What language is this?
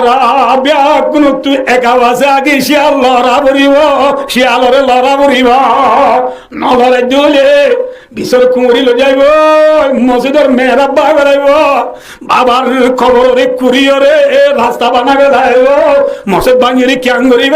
Rohingya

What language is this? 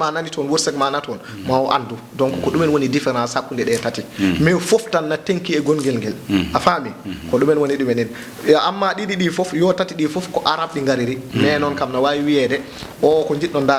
Fula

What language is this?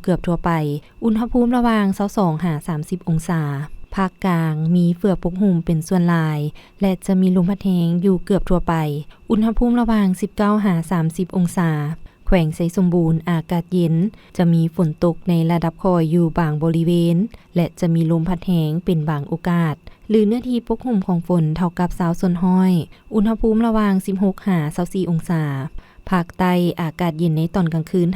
Lao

